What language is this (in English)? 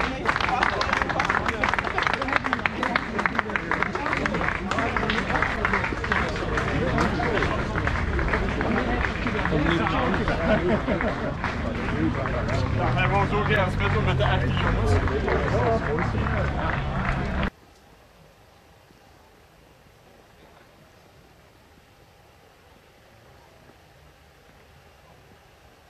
Dutch